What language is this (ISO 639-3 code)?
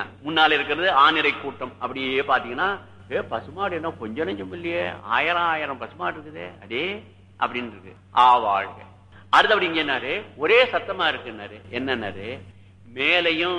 tam